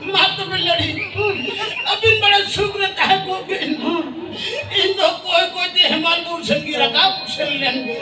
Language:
Santali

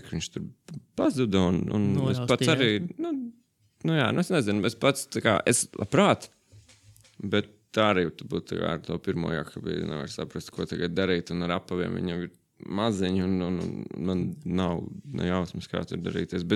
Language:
Latvian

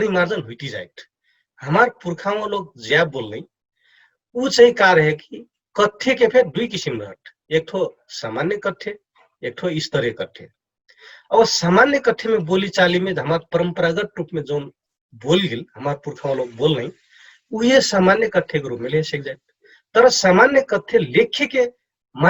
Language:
Dangaura Tharu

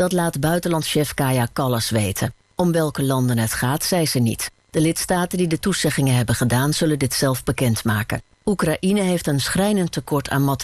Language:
Dutch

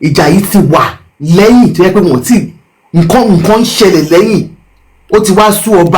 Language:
Yoruba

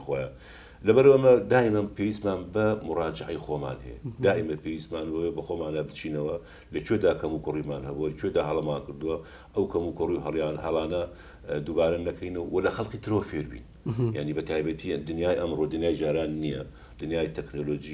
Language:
Central Kurdish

